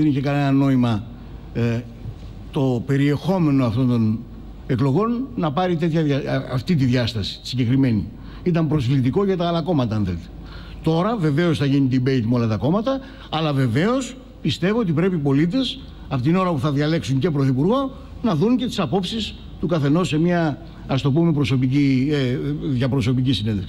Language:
Greek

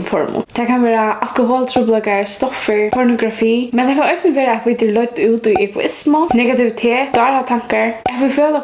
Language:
Faroese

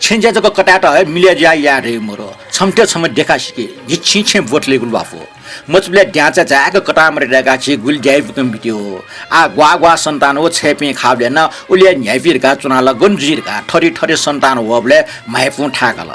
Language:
Newari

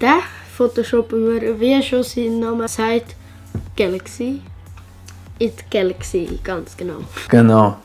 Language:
Swiss German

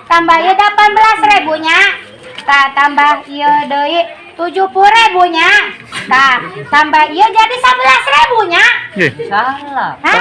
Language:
Sundanese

